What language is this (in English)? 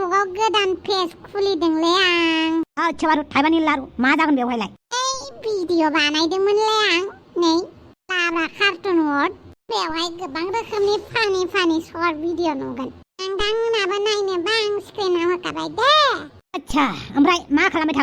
Bodo